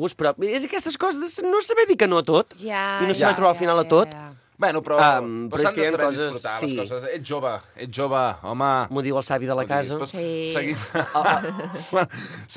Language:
Catalan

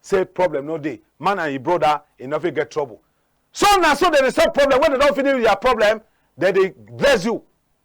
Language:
Cameroon Pidgin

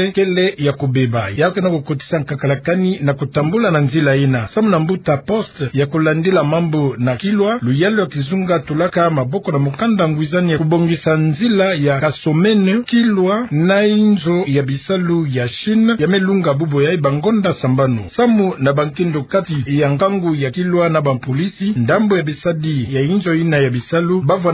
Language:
Kituba (Democratic Republic of Congo)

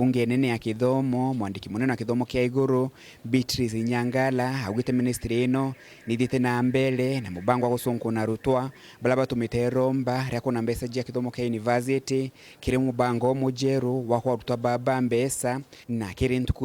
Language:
Meru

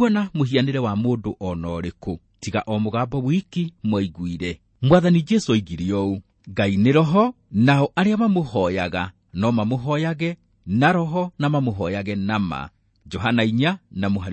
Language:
Kikuyu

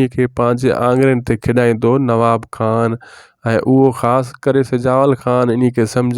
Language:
Sindhi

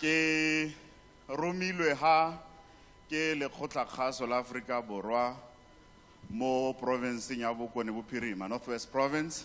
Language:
Tswana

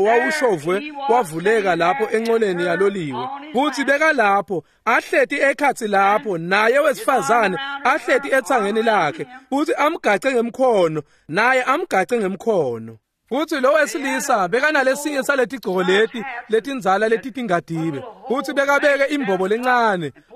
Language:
Swati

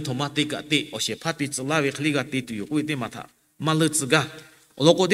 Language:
Lahu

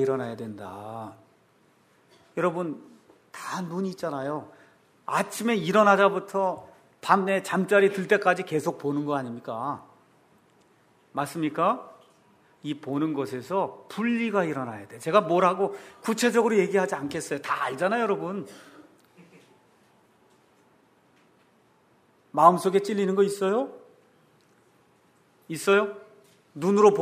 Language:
Korean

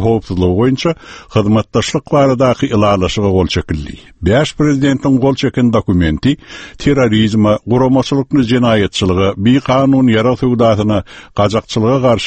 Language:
Turkmen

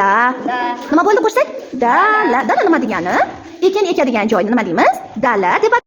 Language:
Uzbek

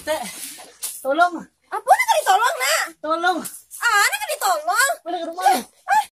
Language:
Minangkabau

